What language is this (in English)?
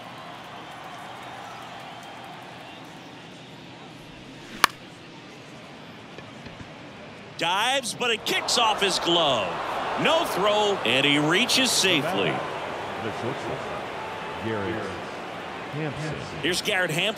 English